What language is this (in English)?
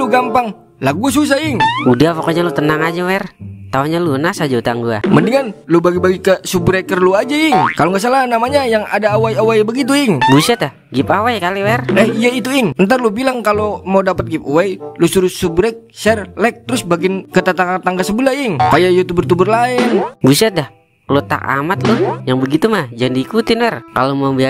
Betawi